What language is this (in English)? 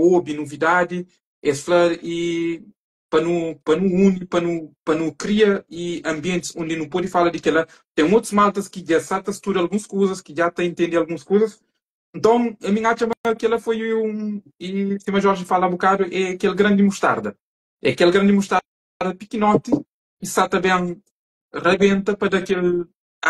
Kabuverdianu